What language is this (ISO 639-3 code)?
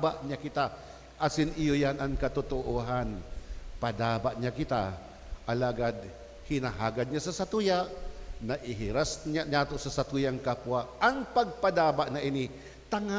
bik